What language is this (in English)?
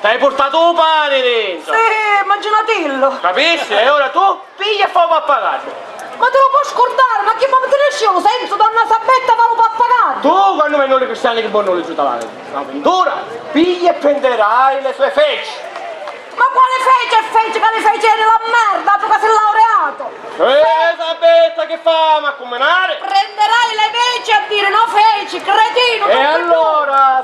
Sicilian